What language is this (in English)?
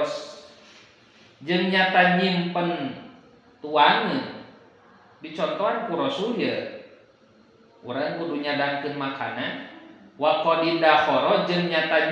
Sundanese